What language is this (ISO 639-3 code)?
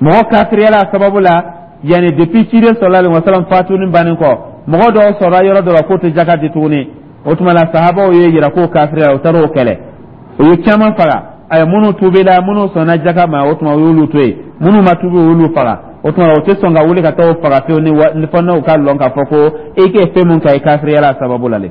dyu